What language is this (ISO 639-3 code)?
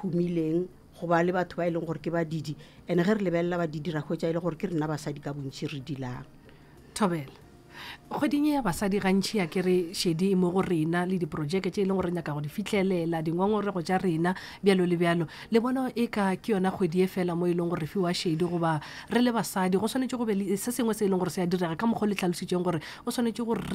nso